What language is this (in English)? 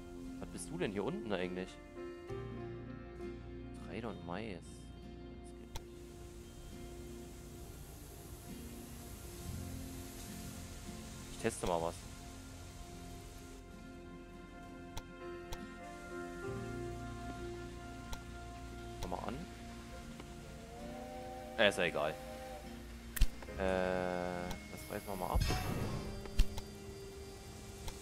German